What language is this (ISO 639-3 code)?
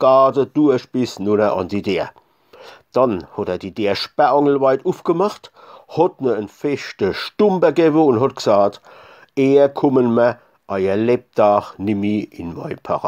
pfl